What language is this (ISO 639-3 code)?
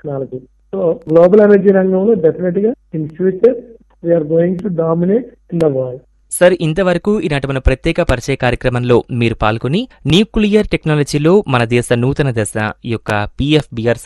tel